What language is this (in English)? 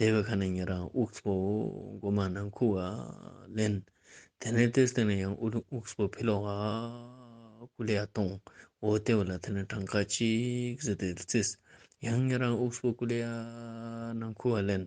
Ladakhi